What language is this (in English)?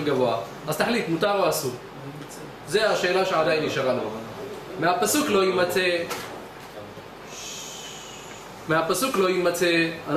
Hebrew